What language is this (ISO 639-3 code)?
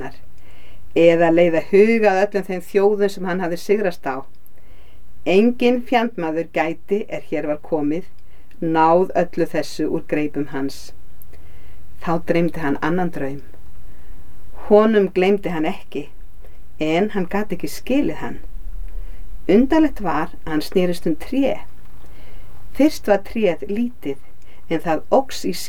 isl